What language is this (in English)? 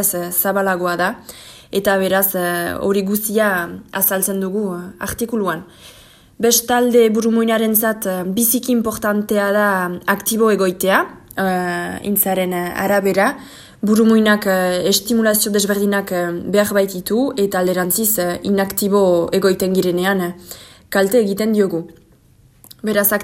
Basque